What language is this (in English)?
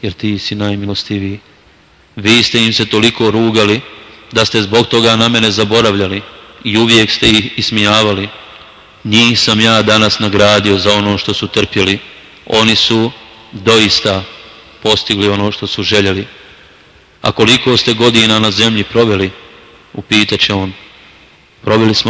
Bosnian